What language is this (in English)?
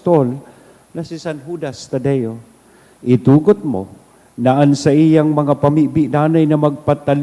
Bikol